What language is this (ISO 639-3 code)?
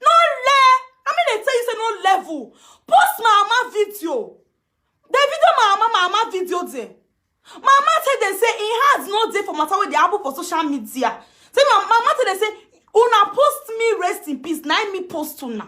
pcm